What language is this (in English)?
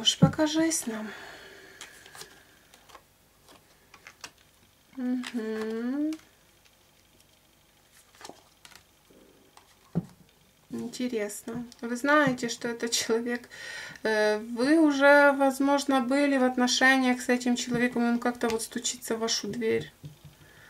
Russian